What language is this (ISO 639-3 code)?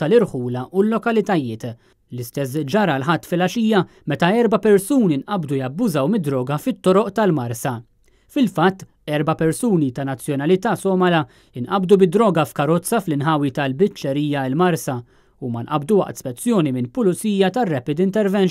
mlt